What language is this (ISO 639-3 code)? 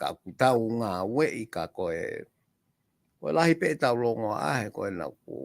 ton